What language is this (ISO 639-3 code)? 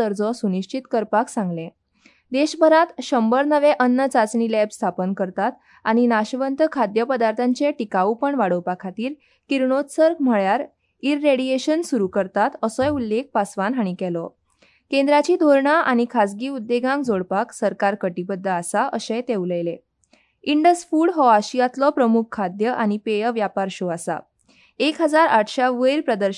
kok